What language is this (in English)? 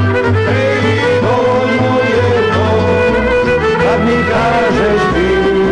Serbian